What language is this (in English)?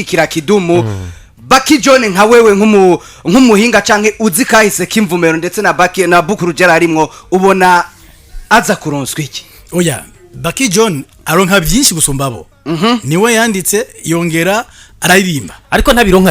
Rundi